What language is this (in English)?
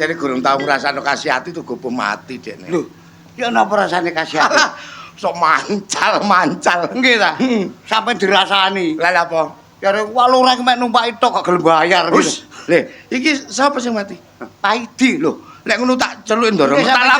Javanese